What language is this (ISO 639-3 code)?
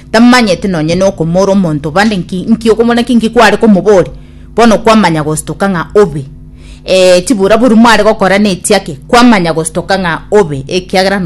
guz